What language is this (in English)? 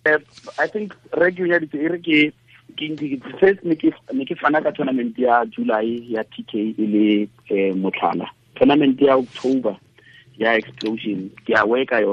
Tswana